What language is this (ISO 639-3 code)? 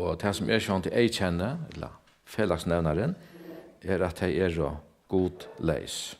fao